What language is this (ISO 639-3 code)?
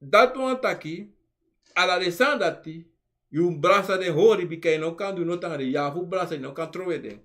srn